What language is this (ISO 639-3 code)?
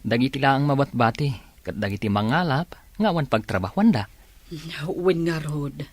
ilo